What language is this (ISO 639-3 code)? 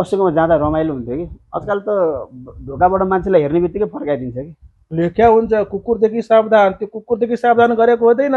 nep